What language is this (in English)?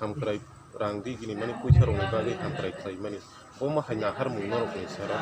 Kok Borok